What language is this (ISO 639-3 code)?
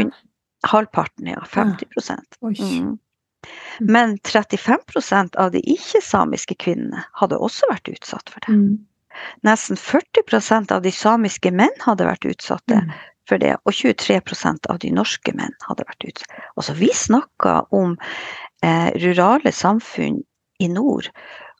nor